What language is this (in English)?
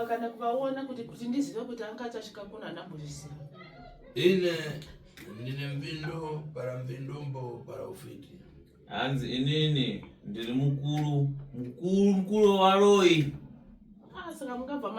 Shona